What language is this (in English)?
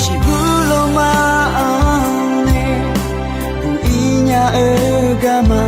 Akha